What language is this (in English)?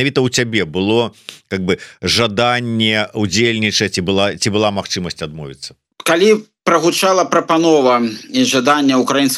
Belarusian